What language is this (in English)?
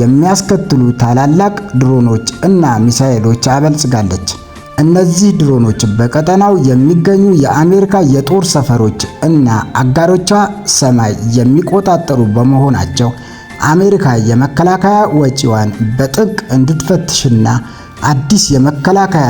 Amharic